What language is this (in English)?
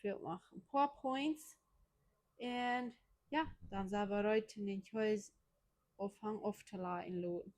Plautdietsch